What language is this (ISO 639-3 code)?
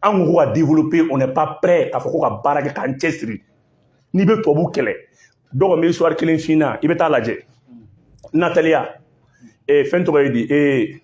bam